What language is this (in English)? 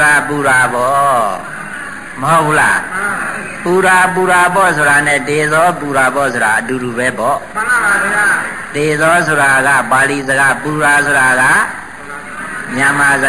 Burmese